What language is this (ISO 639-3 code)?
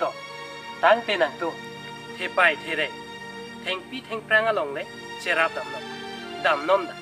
mjw